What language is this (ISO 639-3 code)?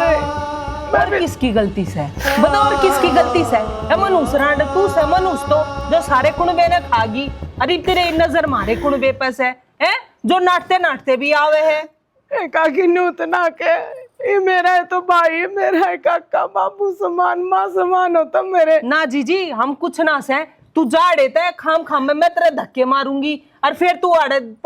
bgc